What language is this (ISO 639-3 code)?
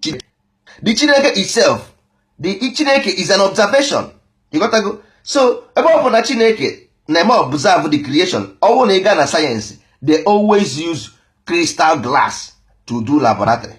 ibo